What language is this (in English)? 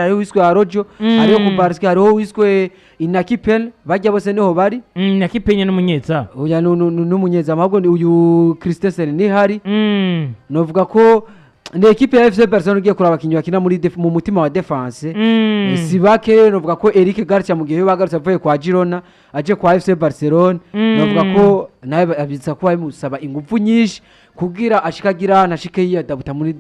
Rundi